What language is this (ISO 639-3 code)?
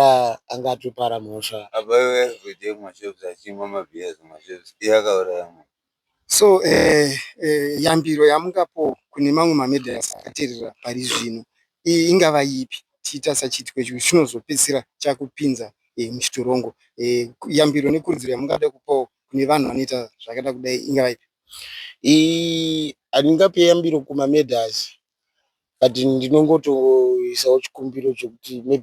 sna